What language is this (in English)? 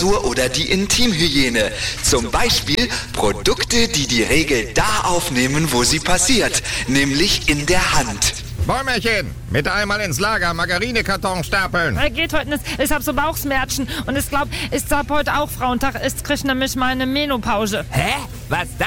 German